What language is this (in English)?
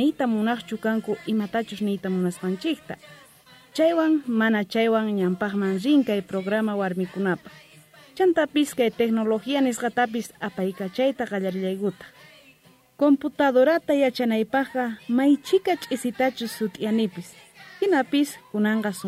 South Bolivian Quechua